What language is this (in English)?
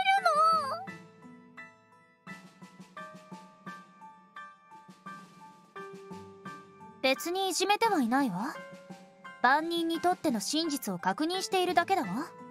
Japanese